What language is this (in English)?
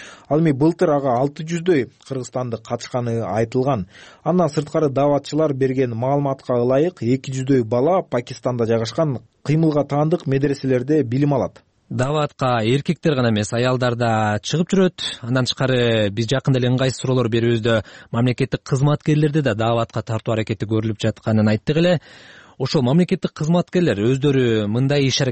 Kyrgyz